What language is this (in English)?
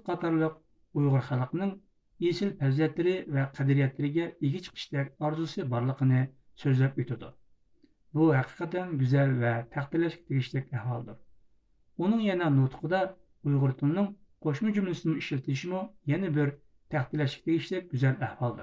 Uyghur